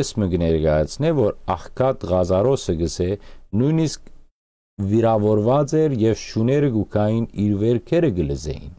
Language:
Western Armenian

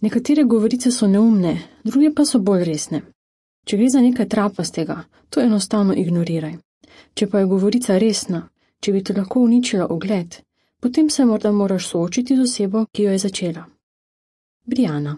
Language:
Slovenian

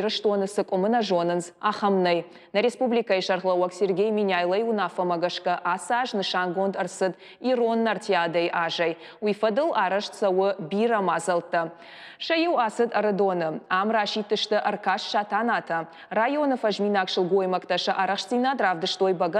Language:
Ossetic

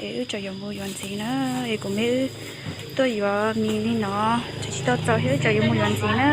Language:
Hmong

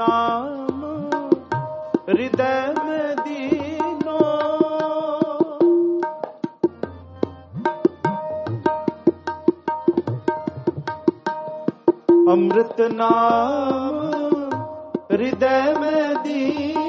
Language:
Hindi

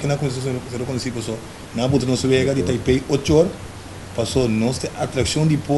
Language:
Papiamento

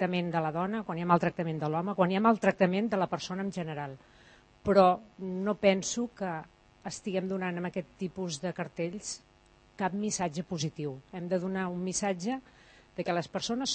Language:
Catalan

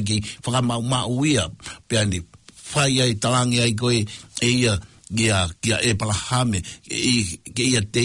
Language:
Tongan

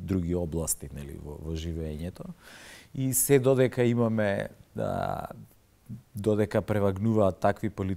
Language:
Macedonian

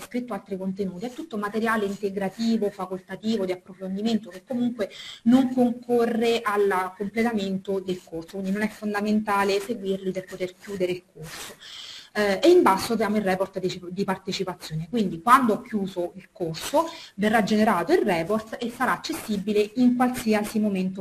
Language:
Italian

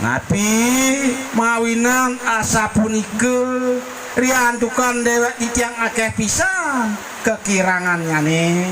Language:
Balinese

